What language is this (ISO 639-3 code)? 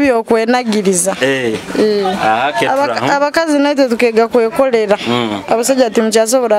nyo